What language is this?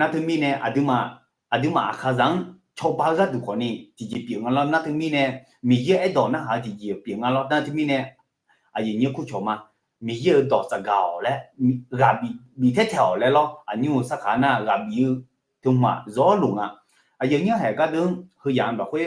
Akha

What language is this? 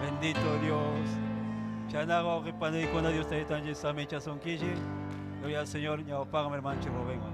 Ayacucho Quechua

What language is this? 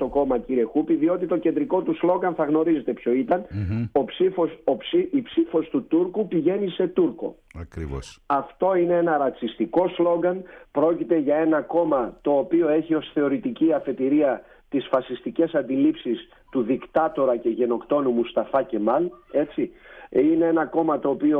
Greek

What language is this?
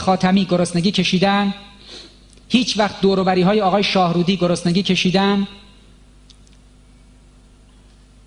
Persian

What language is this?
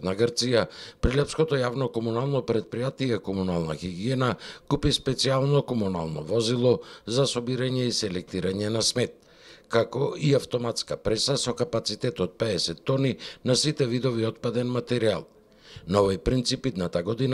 Macedonian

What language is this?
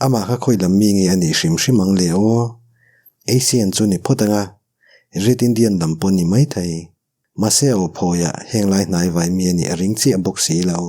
Mizo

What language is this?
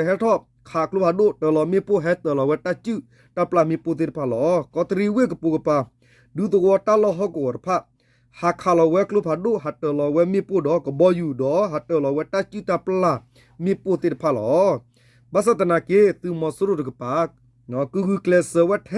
S'gaw Karen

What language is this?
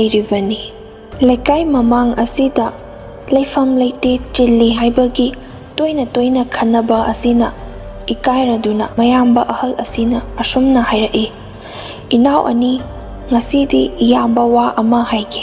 Manipuri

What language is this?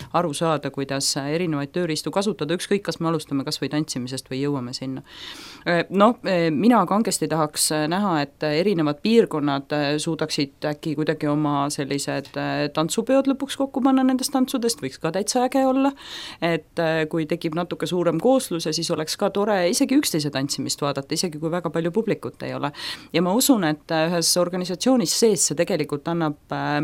Estonian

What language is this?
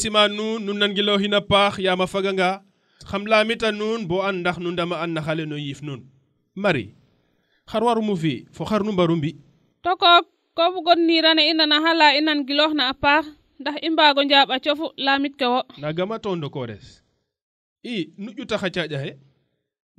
Serer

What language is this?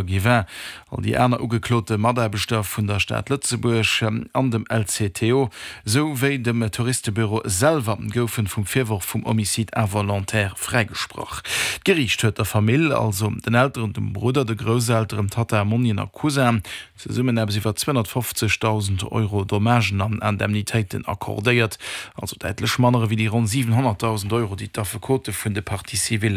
Luxembourgish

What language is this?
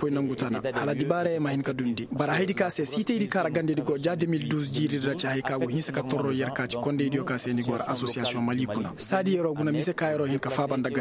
Koyraboro Senni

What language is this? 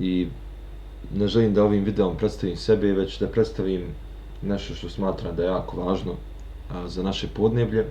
Bosnian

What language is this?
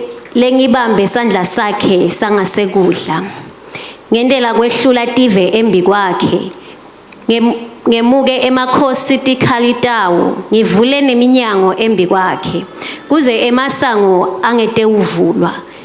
Swati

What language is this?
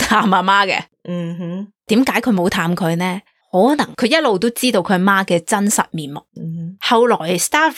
Cantonese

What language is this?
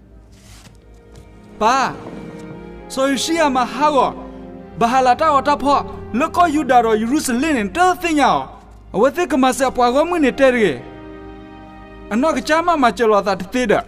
S'gaw Karen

